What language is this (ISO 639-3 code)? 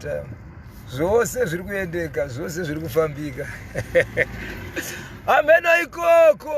sna